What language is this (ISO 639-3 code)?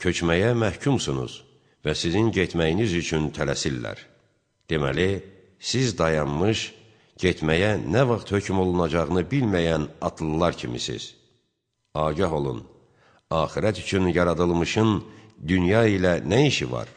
aze